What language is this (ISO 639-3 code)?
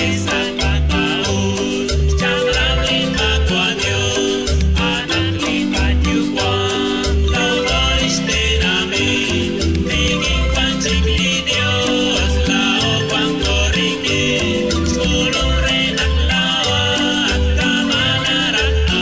kek